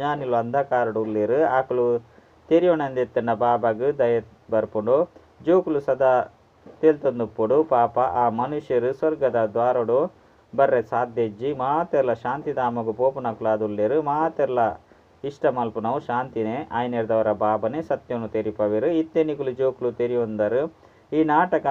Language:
Tulu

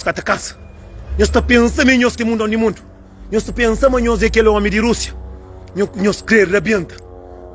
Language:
Kabuverdianu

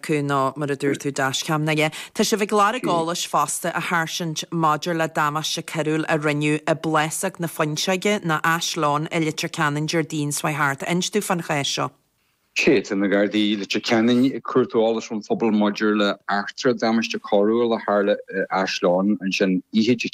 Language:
Irish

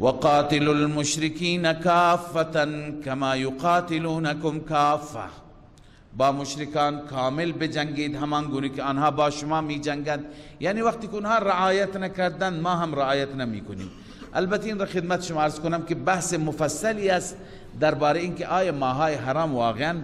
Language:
Persian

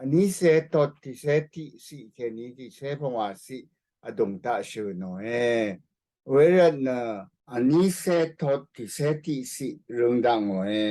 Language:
Rawang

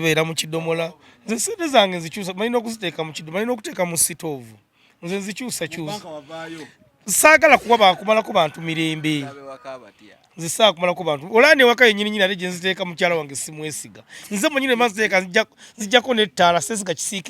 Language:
Ganda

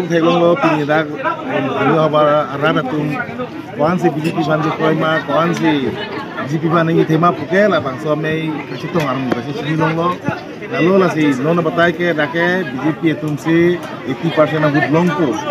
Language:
Karbi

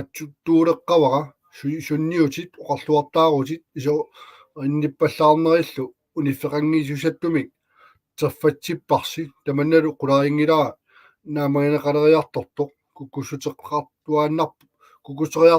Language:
Kalaallisut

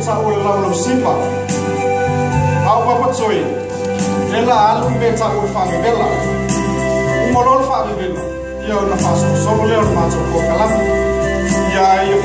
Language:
Samoan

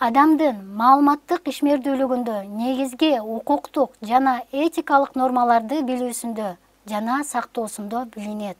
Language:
Kyrgyz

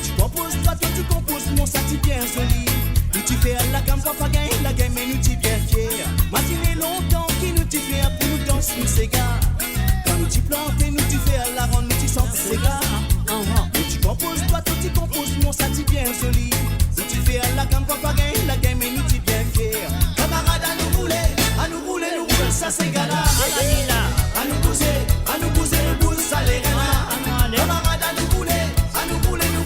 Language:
Morisyen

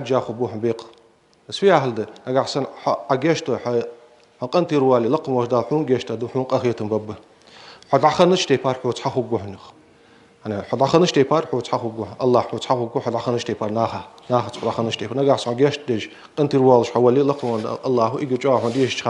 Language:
Ingush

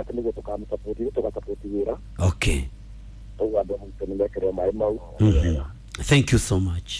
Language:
Kikuyu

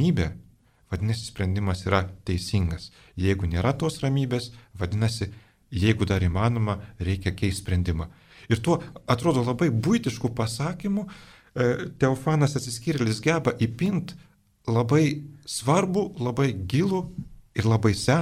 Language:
Lithuanian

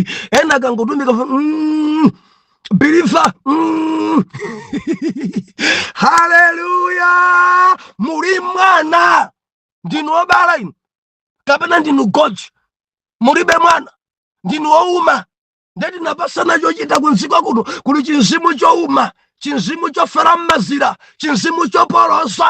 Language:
Nyanja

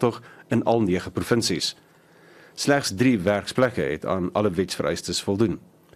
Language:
Afrikaans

